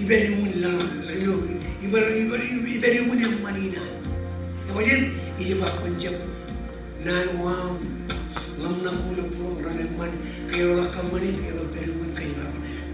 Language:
Marshallese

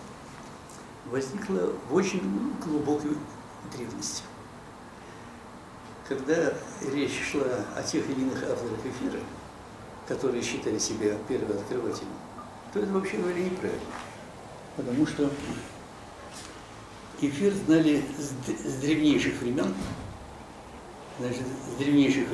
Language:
Russian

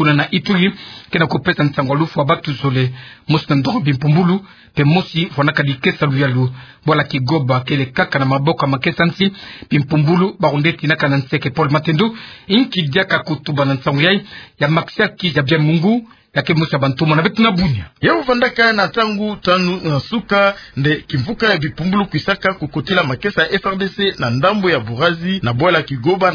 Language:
Kituba (Democratic Republic of Congo)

